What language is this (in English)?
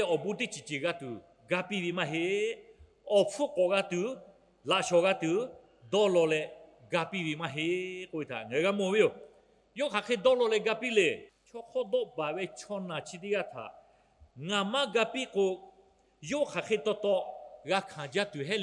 Lahu